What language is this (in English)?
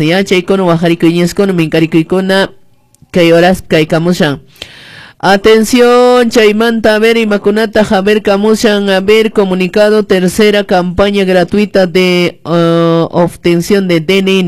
Quechua